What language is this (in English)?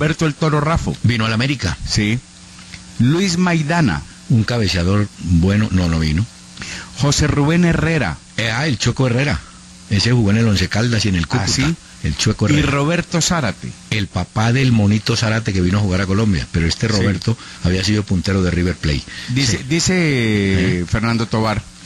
Spanish